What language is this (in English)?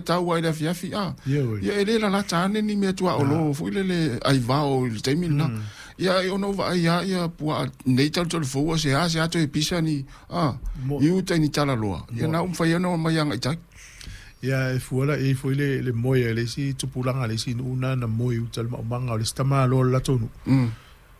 Samoan